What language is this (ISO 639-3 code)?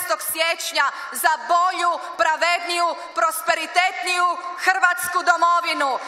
hrv